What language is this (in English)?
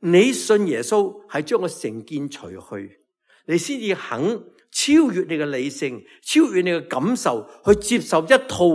Cantonese